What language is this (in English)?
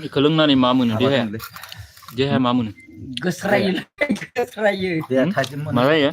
Bodo